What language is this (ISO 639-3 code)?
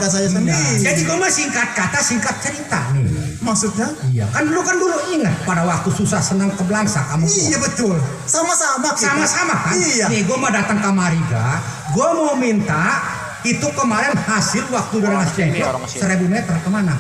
bew